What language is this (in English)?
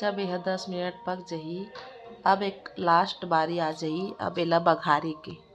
Chhattisgarhi